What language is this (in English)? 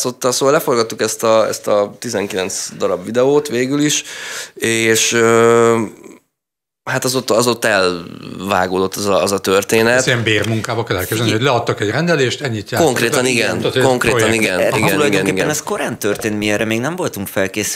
Hungarian